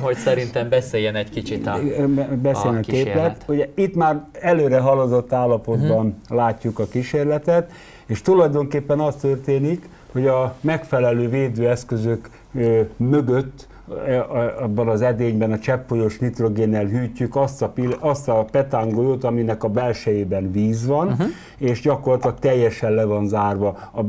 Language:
Hungarian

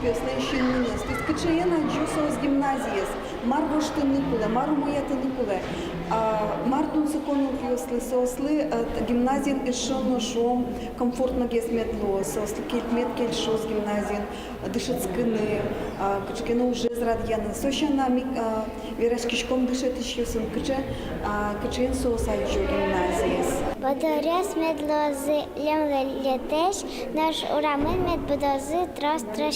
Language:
Udmurt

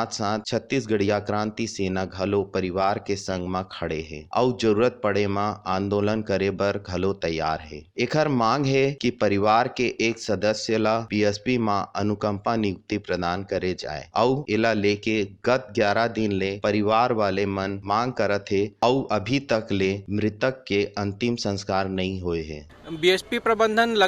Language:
Chhattisgarhi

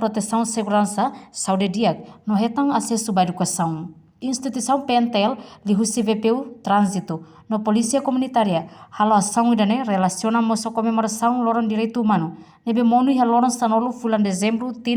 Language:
Tetum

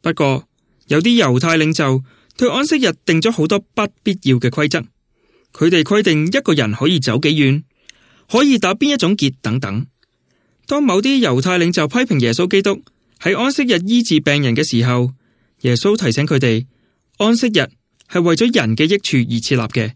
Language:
Cantonese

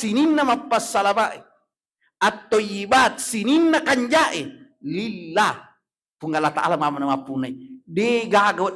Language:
Buginese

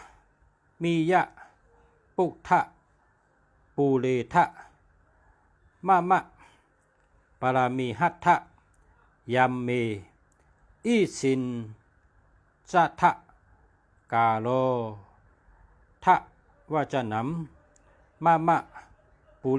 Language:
Shan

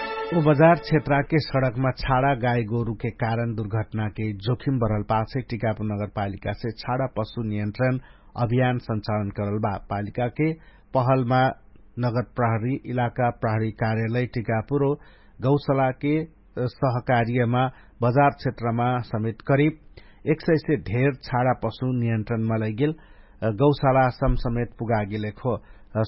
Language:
Dangaura Tharu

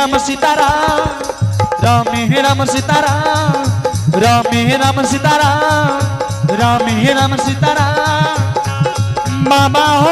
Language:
Angika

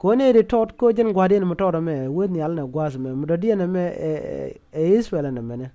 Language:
Nuer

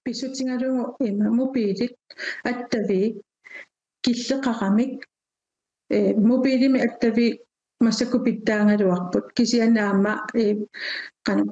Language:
Kalaallisut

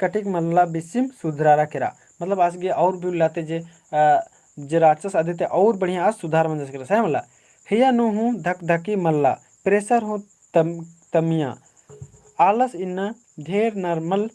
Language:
Kurukh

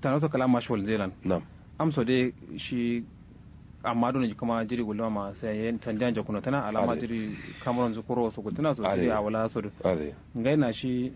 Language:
Kanuri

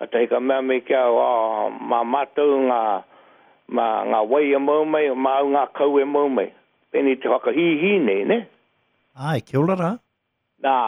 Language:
Māori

